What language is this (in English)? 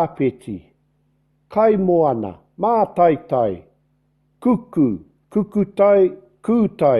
Māori